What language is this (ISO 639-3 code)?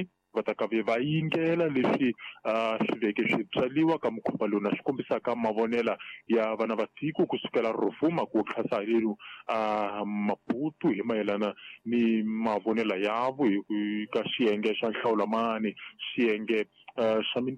tso